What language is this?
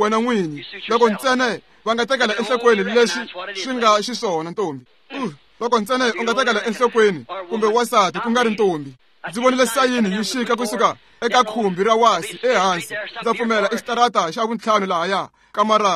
Tsonga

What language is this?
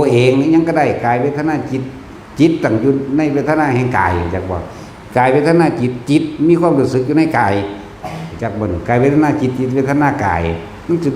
Northeastern Thai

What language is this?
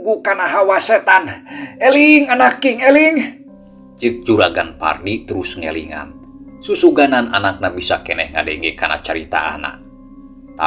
Sundanese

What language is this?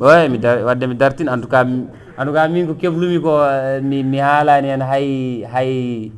Fula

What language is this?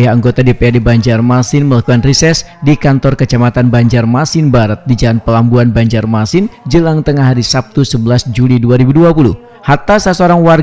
Banjar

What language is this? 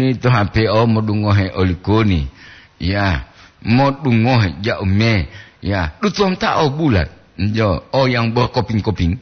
Gorontalo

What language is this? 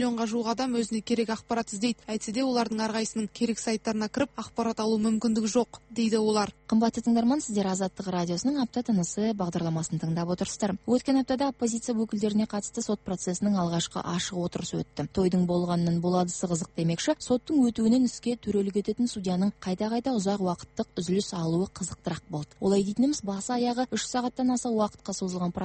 Kazakh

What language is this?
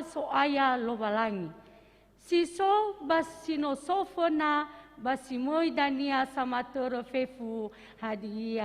Nias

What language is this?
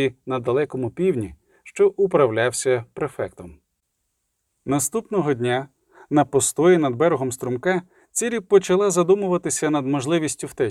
Ukrainian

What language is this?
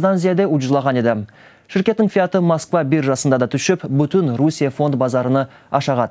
Crimean Tatar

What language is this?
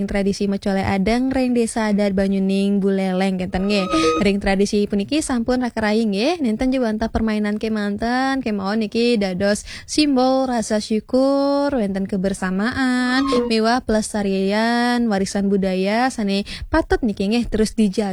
Balinese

